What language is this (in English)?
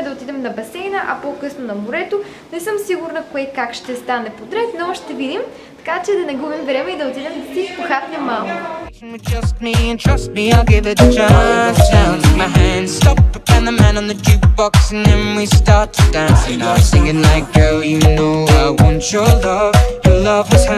Bulgarian